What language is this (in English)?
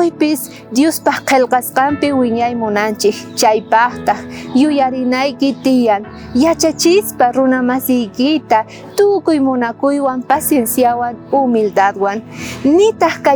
South Bolivian Quechua